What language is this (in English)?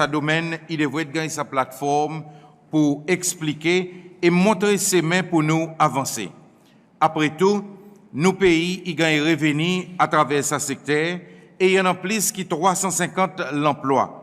Seselwa Creole French